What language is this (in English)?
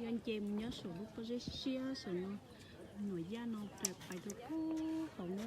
Hmong